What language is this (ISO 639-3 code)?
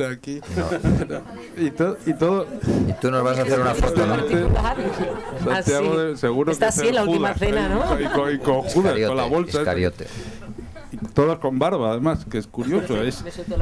spa